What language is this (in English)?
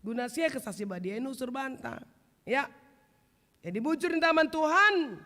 Batak Karo